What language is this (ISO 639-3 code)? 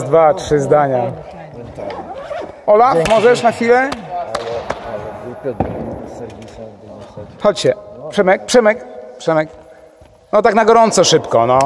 pol